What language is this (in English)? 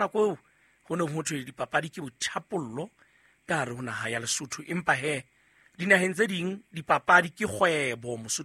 Southern Sotho